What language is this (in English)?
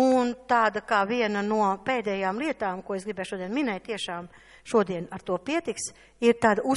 Latvian